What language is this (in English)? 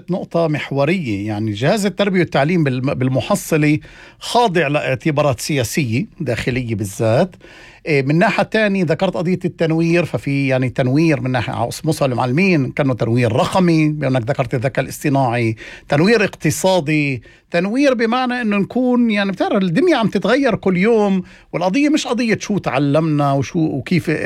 North Levantine Arabic